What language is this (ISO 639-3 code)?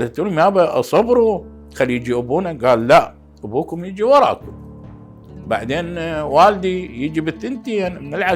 acm